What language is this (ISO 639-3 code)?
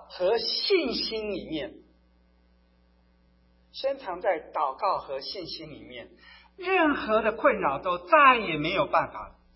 zho